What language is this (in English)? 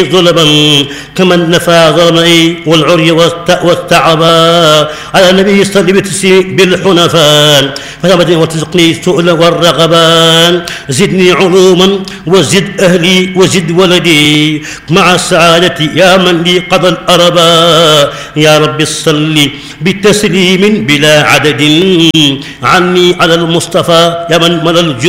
Arabic